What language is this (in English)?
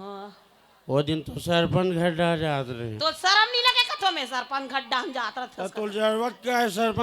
Chhattisgarhi